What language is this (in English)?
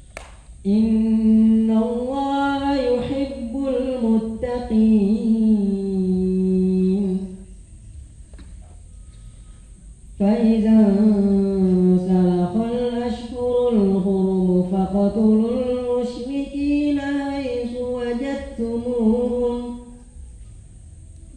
Arabic